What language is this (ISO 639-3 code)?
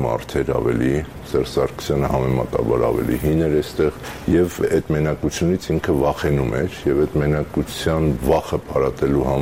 hye